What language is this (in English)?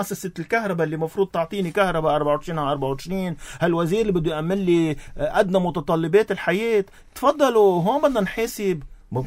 North Levantine Arabic